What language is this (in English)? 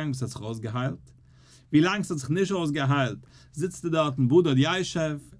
Yiddish